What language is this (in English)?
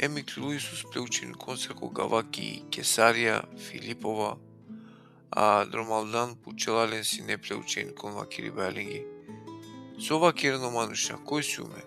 Balkan Romani